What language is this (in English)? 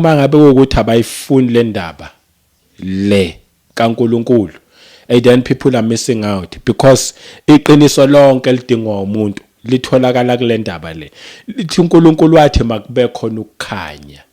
Zulu